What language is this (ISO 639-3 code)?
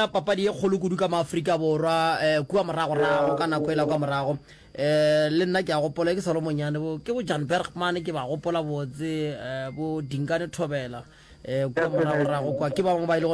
nso